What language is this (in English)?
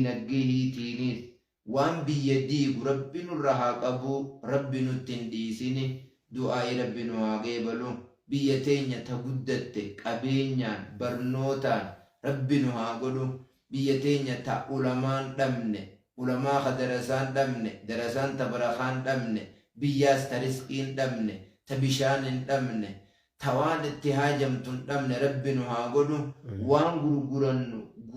Oromo